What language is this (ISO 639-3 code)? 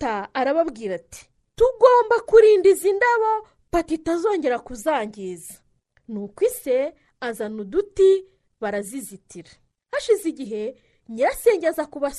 kin